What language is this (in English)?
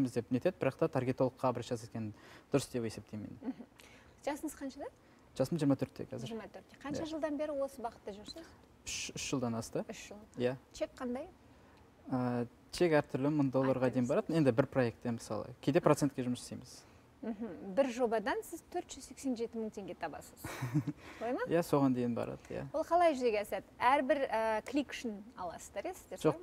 Kazakh